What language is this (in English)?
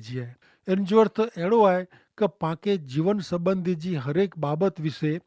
Kachhi